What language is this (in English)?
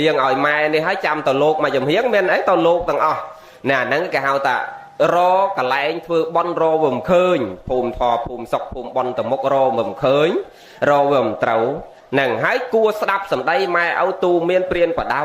Khmer